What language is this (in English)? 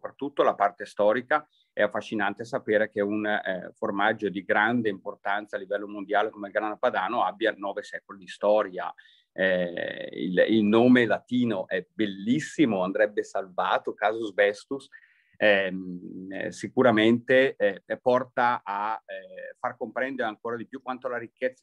Italian